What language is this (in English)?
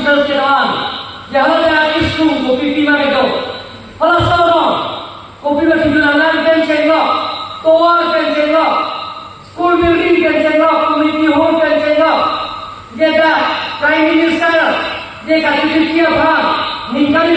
Karbi